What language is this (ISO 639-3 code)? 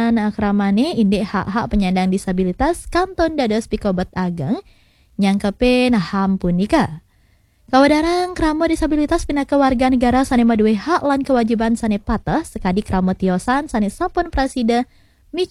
ban